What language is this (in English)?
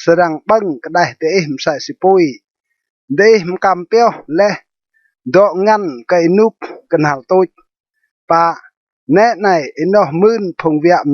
Rade